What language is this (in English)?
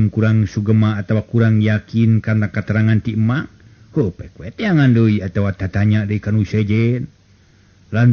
Sundanese